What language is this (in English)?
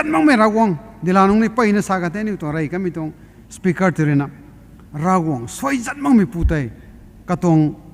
Rongmei Naga